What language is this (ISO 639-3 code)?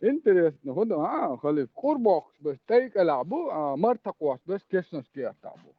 che